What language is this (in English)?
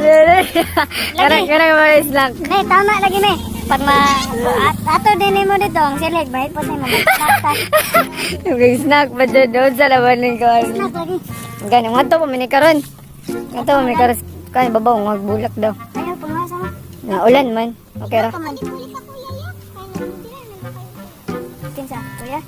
Cebuano